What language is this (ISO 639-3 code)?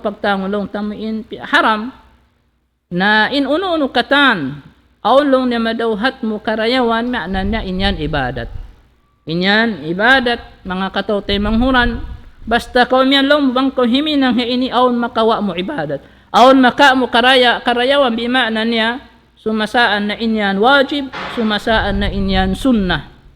tsg